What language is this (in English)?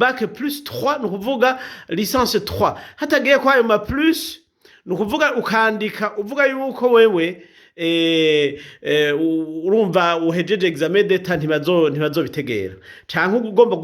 Rundi